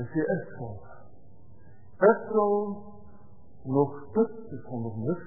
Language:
Afrikaans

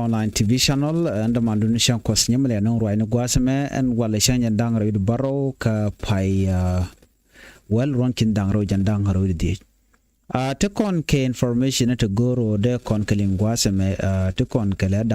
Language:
Nuer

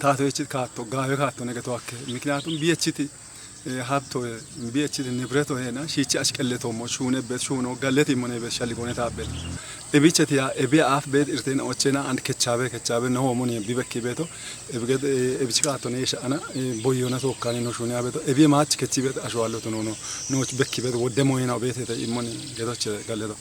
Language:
Kafa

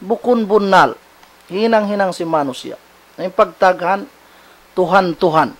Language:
Tausug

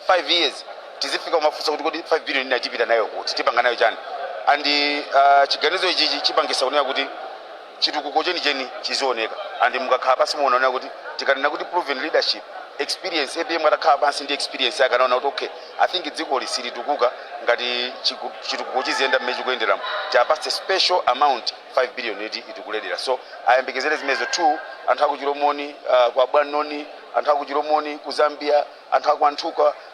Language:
Nyanja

